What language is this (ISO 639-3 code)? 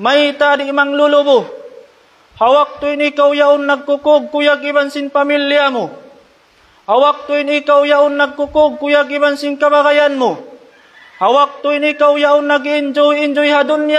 tsg